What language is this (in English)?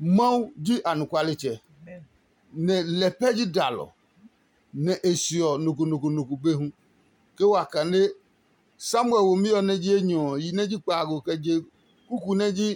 Adangme